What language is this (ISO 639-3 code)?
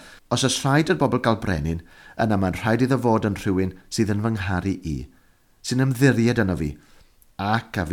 cym